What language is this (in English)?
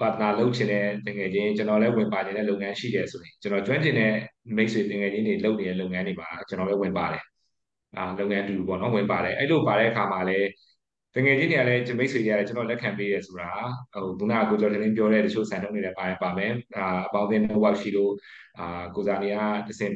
Burmese